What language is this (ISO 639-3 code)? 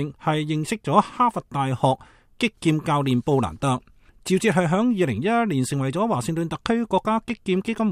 yue